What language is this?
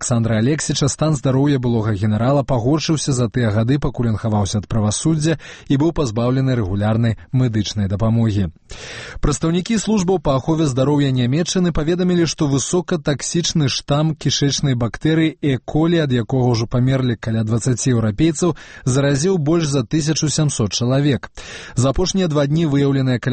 Belarusian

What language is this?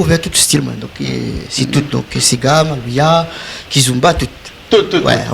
Réunion Creole French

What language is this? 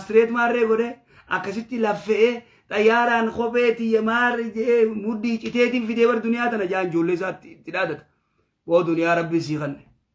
Oromo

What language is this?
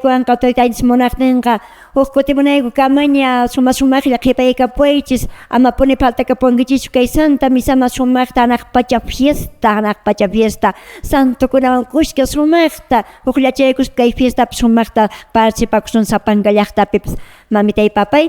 Quechua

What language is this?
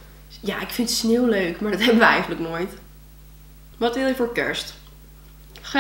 Dutch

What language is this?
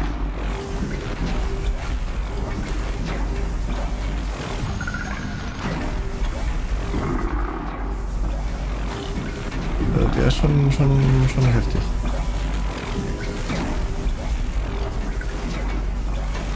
German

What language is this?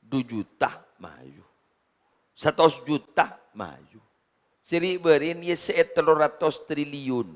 Madurese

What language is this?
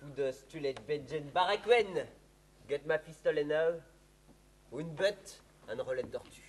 Breton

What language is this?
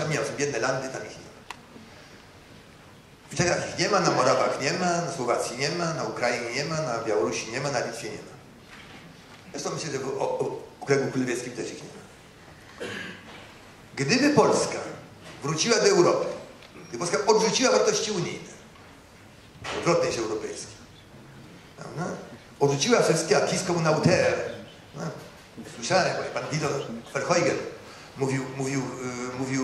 Polish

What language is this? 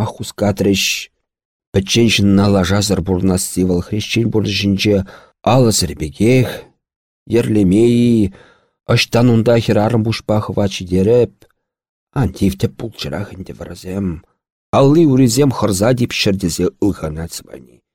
Chuvash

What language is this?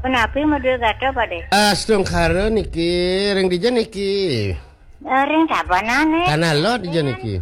Balinese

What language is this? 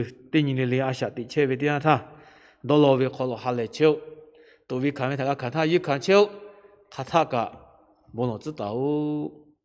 Lahu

